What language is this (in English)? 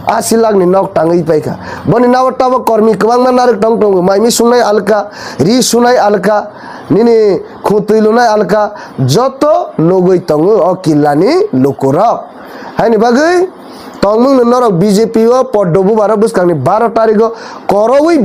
Kok Borok